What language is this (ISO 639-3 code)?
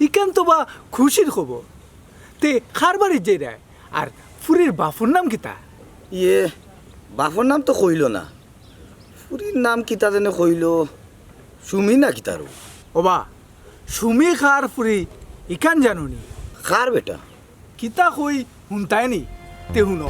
syl